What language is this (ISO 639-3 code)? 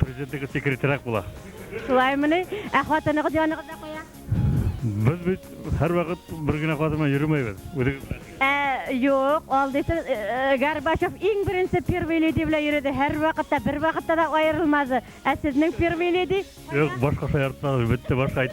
bak